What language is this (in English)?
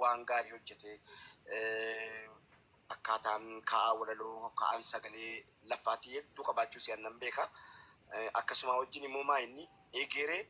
Oromo